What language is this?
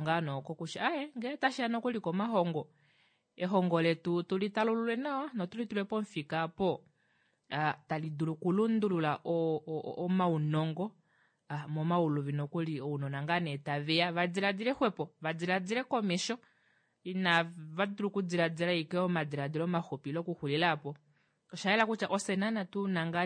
Kuanyama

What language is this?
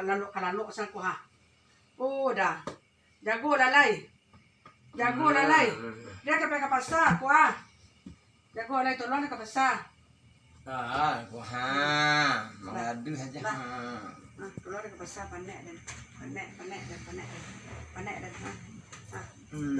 Minangkabau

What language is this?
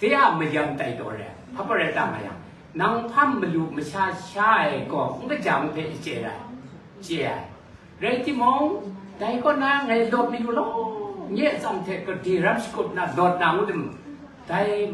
Kachin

